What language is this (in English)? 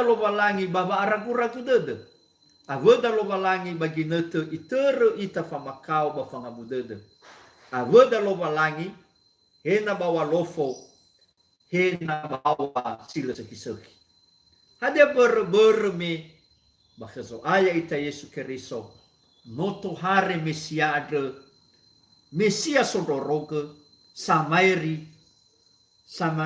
Nias